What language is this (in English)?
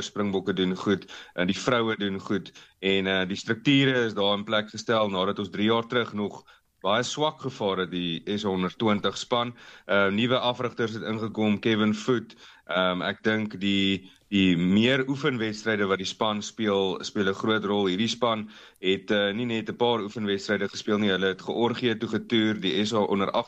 Afrikaans